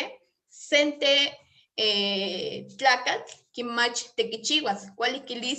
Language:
Eastern Huasteca Nahuatl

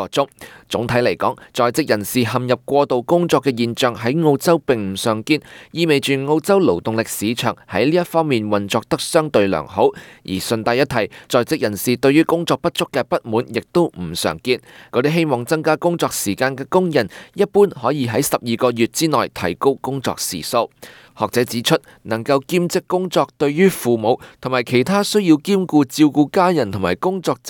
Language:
Cantonese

